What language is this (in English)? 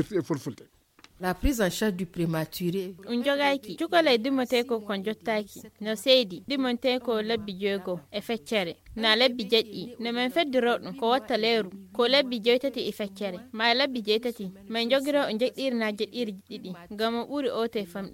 Fula